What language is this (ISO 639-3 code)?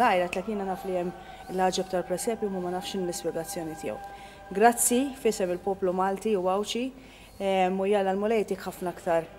mlt